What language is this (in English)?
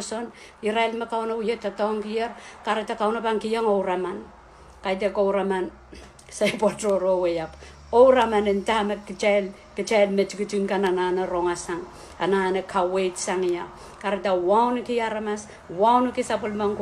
Pohnpeian